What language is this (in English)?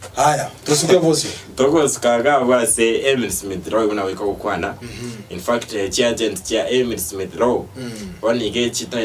Gusii